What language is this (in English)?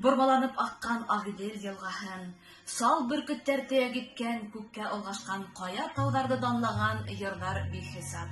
Bashkir